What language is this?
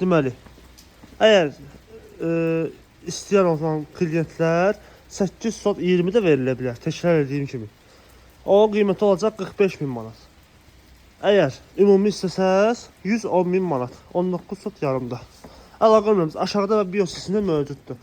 Azerbaijani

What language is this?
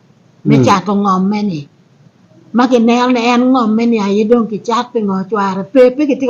Acoli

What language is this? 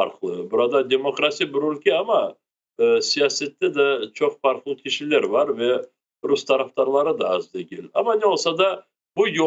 Crimean Tatar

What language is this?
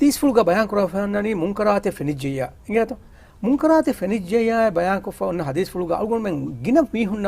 Divehi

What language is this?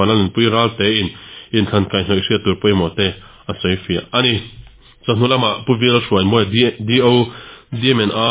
Mizo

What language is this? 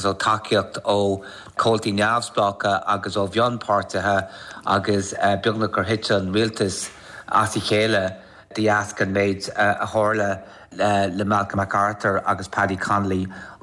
Irish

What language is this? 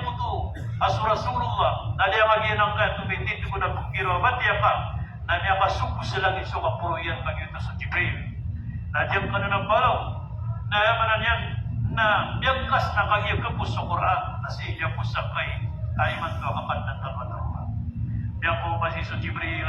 Maranao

